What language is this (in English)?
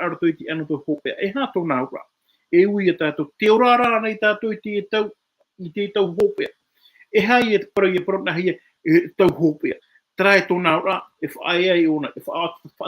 Tahitian